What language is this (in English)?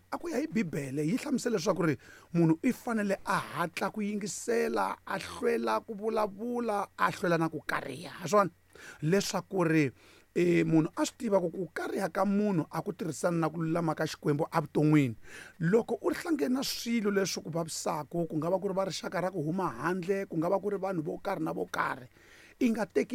Tsonga